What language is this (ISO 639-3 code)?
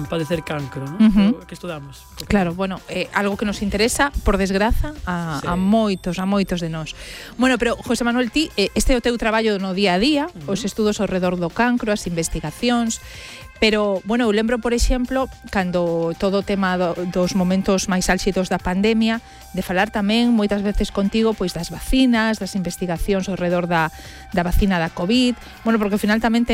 glg